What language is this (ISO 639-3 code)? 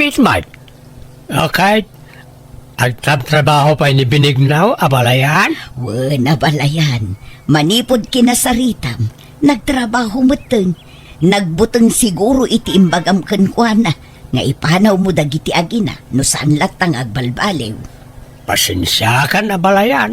ilo